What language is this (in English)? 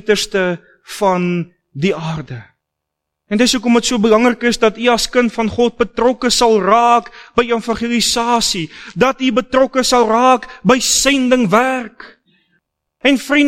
Afrikaans